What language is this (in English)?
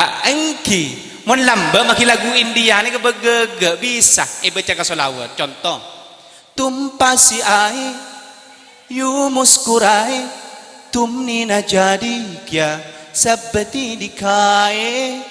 Madurese